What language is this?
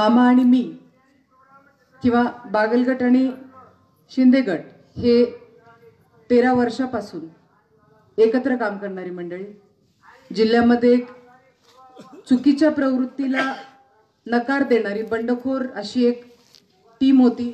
Marathi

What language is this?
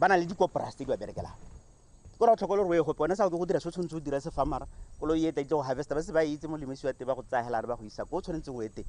Tswana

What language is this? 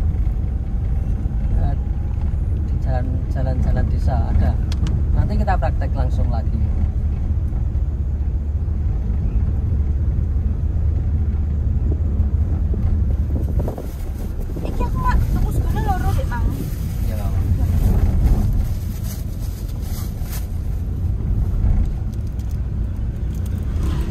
Indonesian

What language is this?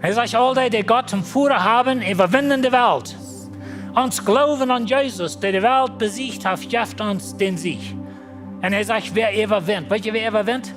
Plautdietsch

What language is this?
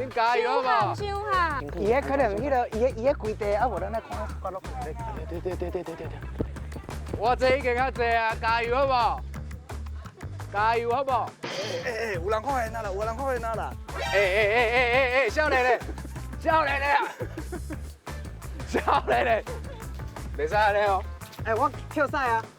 Min Nan Chinese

